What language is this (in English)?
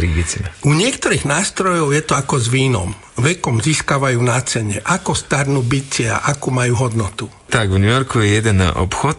Slovak